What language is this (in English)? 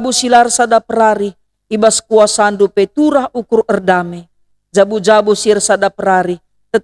Batak Karo